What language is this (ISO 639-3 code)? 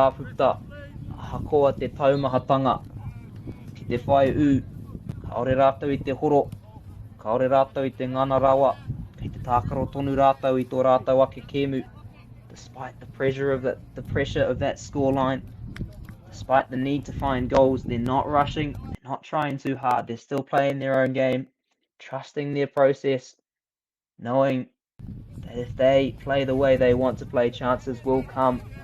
mri